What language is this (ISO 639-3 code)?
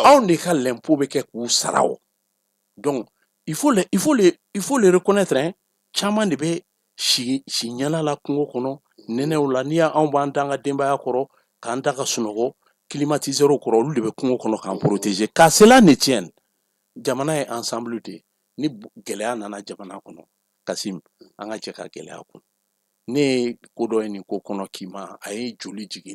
bam